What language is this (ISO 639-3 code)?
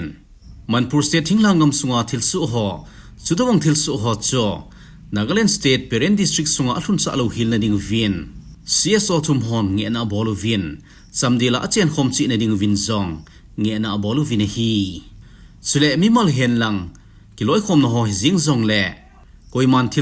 tcz